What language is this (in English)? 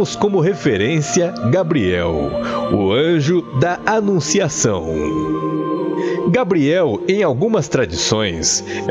Portuguese